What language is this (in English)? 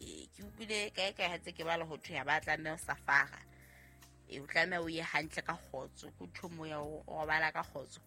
Southern Sotho